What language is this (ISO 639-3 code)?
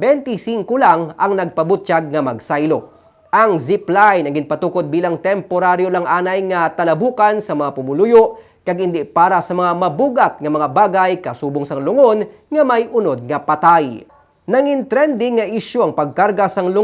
hil